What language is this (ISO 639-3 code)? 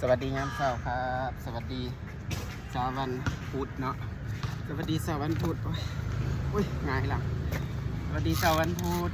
tts